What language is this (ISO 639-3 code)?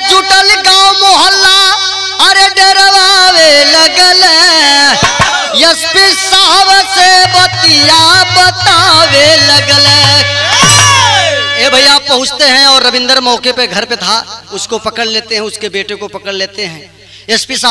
bho